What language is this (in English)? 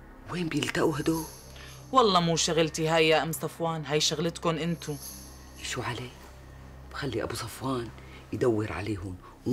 North Levantine Arabic